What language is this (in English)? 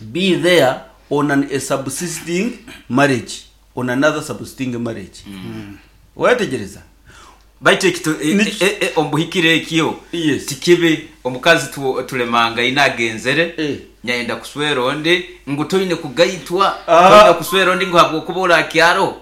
Nyankole